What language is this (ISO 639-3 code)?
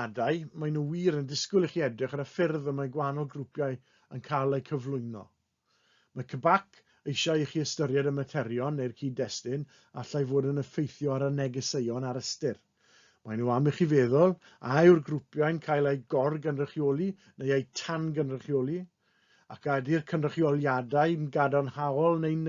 cym